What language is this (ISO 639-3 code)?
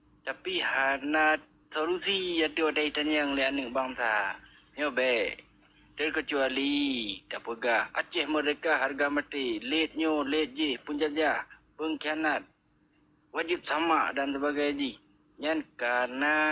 ace